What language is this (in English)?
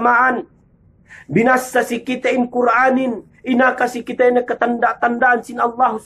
Yakan